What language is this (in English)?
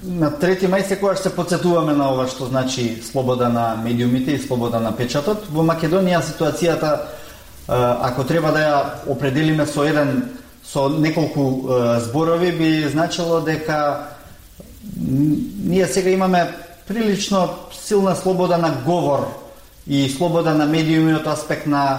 Macedonian